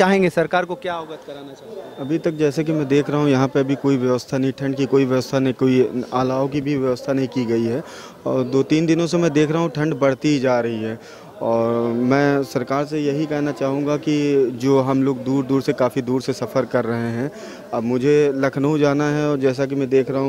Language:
Hindi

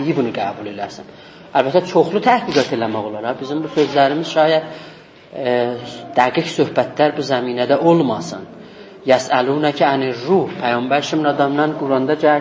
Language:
South Azerbaijani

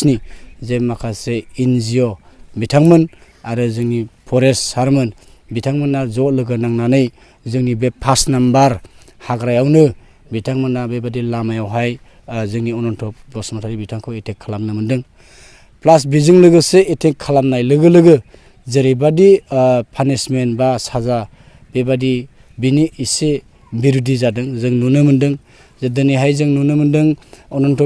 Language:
Bodo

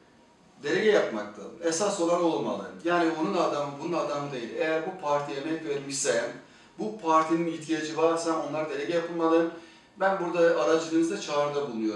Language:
Turkish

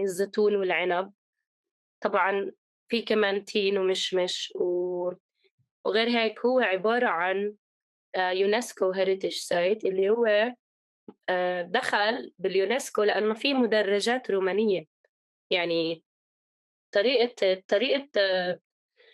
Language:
North Levantine Arabic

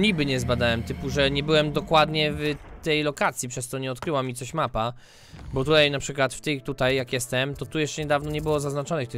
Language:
Polish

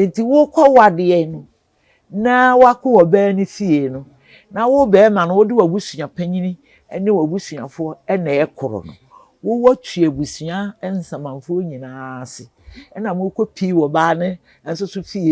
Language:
Akan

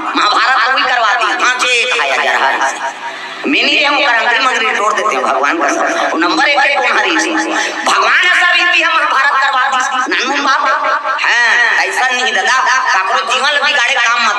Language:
Chhattisgarhi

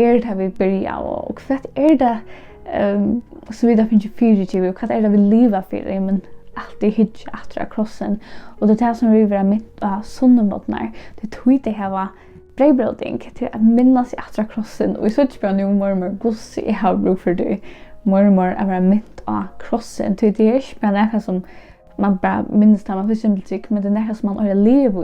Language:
Faroese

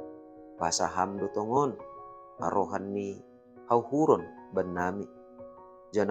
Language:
Batak Simalungun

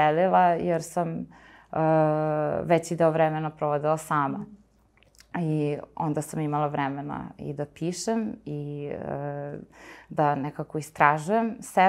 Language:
Serbian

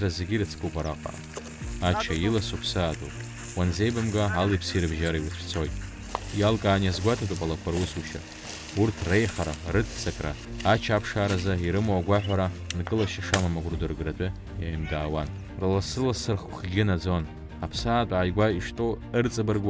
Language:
Abkhazian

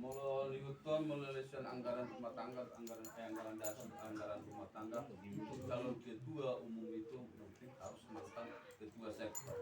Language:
Batak Toba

